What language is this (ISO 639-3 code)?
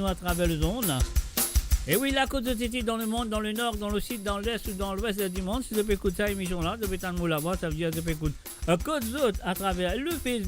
mfe